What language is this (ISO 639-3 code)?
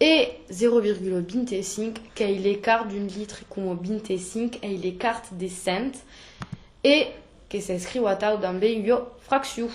oci